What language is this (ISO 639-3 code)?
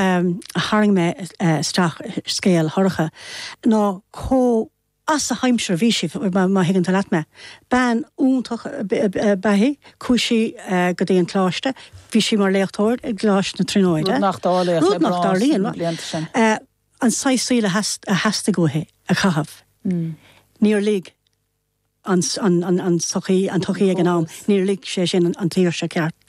gle